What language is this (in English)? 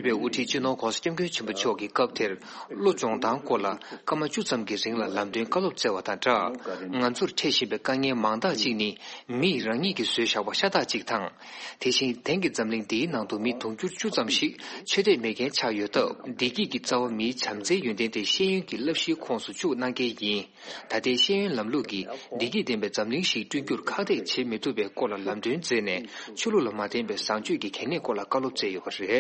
Tibetan